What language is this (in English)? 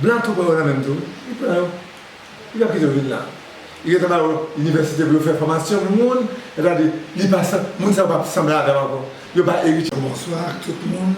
Haitian Creole